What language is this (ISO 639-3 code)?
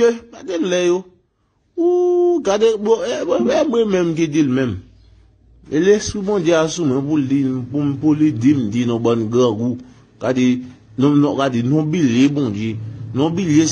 hat